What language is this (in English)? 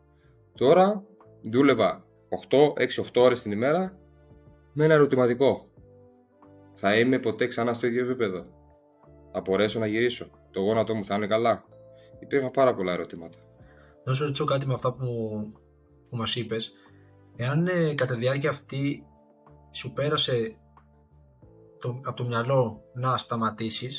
Greek